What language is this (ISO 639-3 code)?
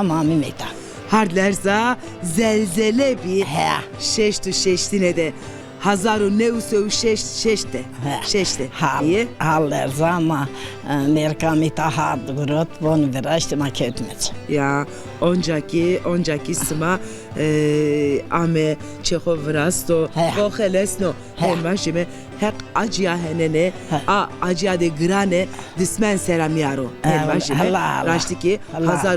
zza